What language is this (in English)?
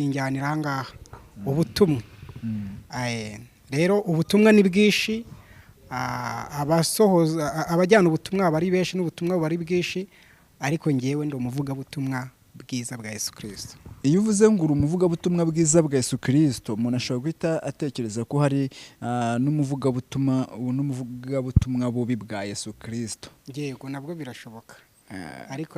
Kinyarwanda